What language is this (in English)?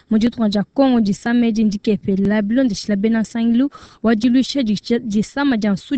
Luba-Lulua